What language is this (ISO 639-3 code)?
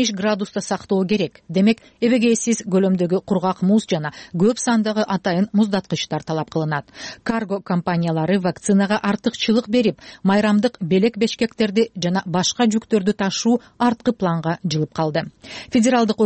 kir